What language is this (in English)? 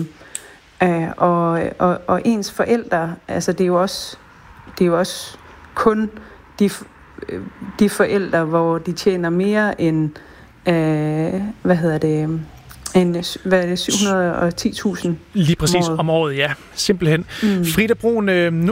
Danish